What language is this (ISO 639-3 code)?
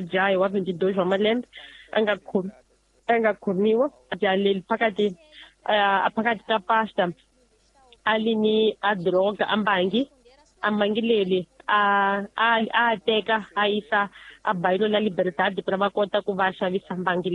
tso